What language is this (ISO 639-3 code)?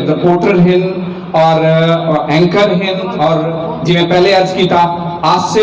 skr